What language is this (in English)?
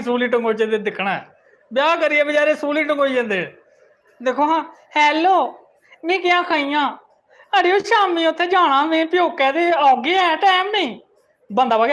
Dogri